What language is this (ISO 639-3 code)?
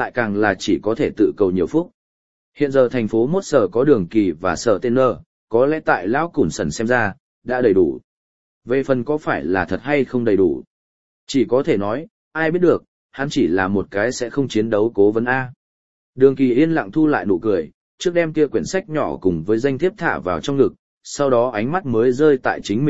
vie